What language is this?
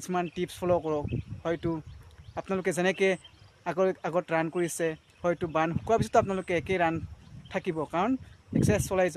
Assamese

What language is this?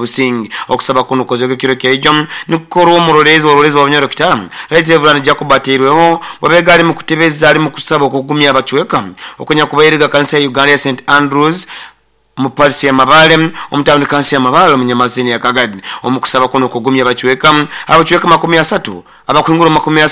Nyoro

